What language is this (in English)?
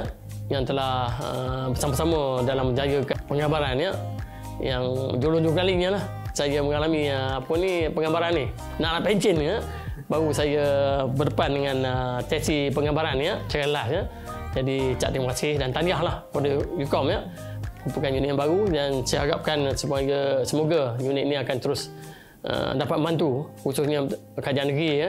Malay